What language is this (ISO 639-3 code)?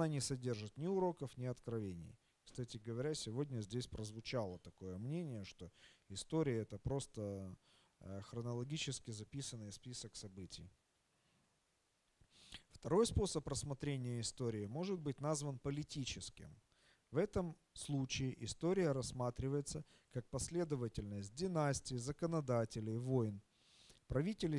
rus